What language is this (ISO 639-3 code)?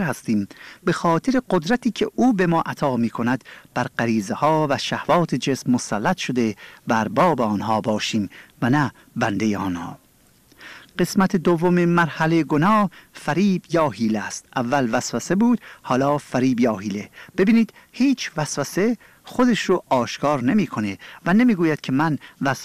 fas